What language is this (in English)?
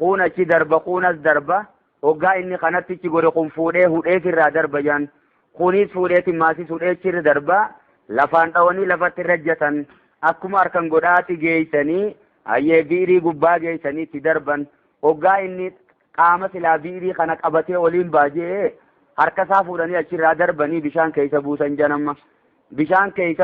Oromo